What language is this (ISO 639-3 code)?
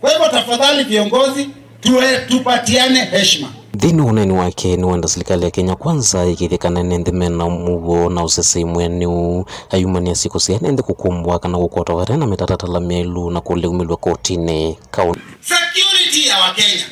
kam